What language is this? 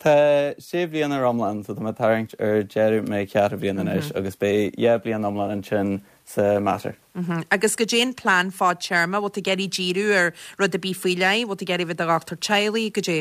Irish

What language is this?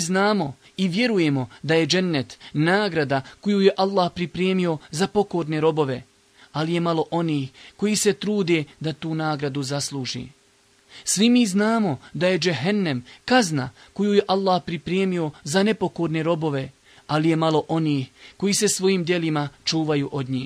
Bosnian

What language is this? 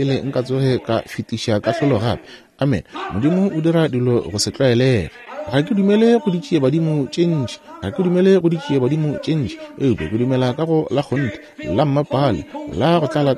Northern Sotho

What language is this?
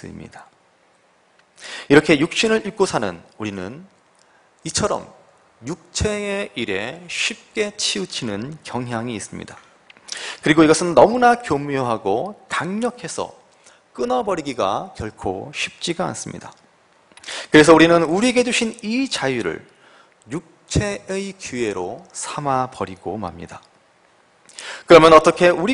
Korean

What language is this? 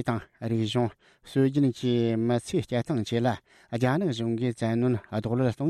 Tibetan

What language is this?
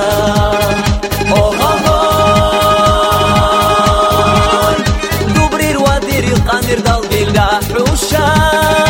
Romanian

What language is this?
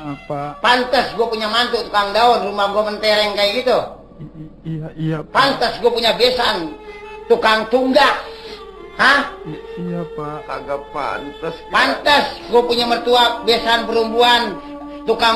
Betawi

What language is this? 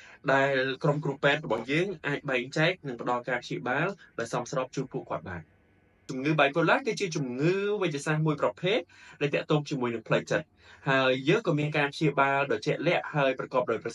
Khmer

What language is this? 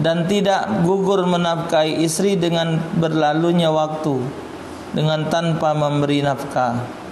Musi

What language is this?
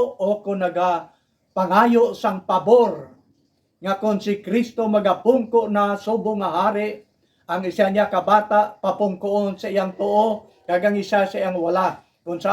Hiligaynon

